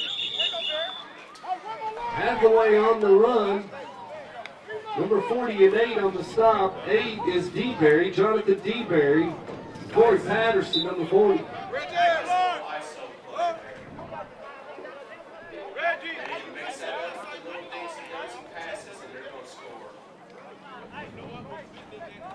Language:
English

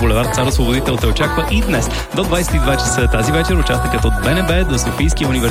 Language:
Bulgarian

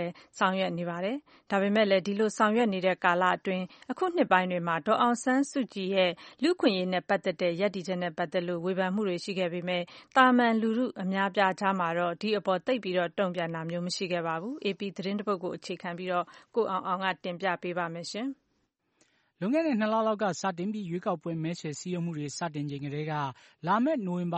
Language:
Burmese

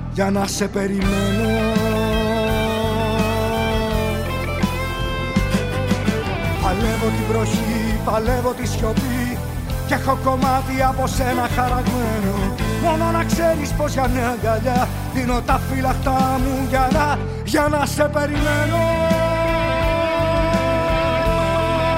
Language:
Greek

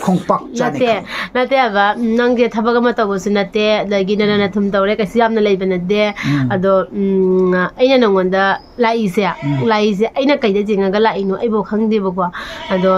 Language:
Manipuri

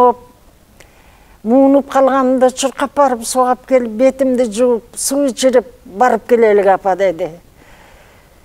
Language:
Kyrgyz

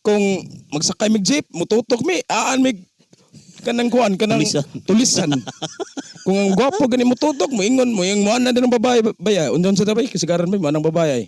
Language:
Cebuano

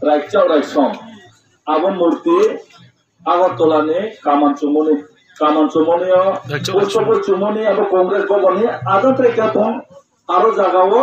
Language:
Riang (India)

